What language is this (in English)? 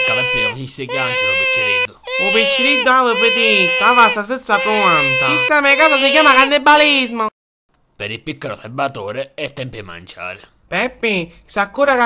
Sicilian